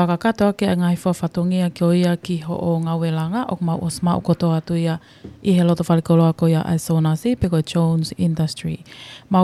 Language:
Tongan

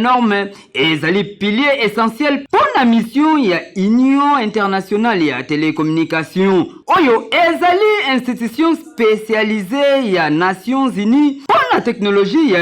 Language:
Lingala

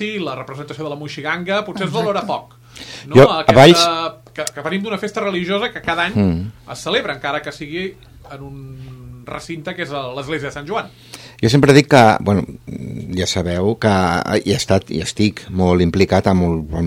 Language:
Catalan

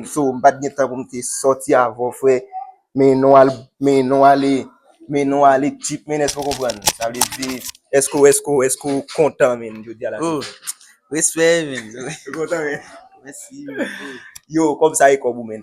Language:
Haitian Creole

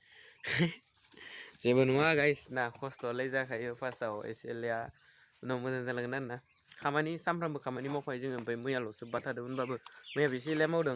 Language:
Bodo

